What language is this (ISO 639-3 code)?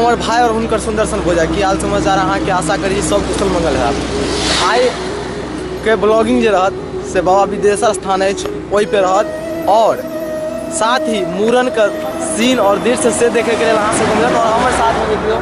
mai